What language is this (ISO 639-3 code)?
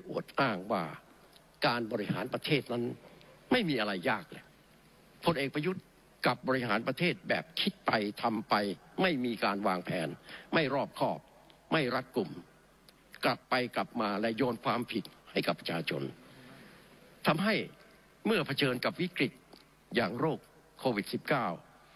tha